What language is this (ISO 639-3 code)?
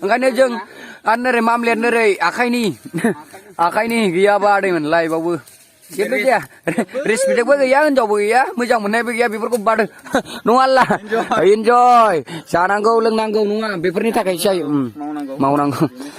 brx